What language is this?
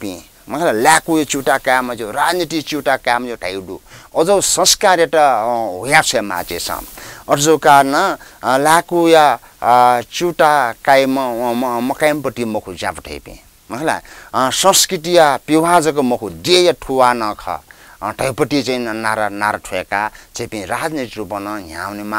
Newari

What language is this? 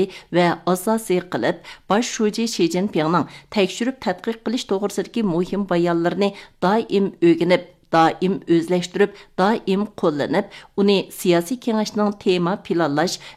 Uyghur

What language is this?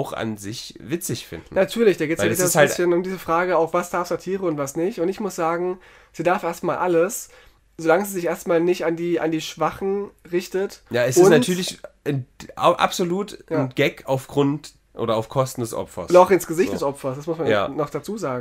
German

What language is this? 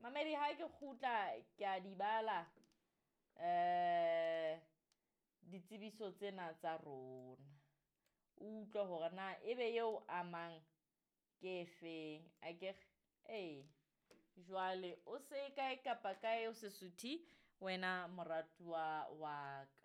Southern Sotho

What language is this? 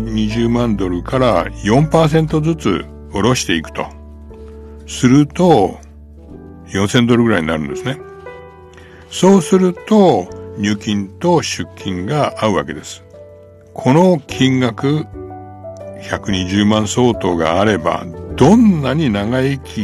Japanese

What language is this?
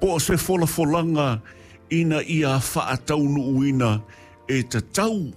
Samoan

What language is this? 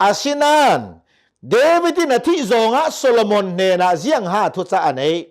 Hakha Chin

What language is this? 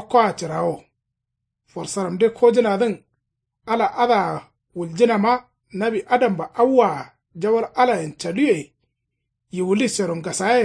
Kanuri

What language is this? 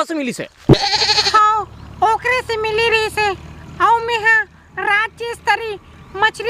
Chhattisgarhi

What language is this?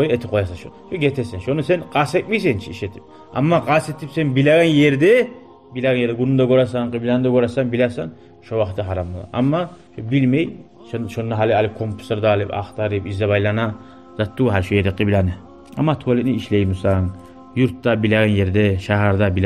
Kumyk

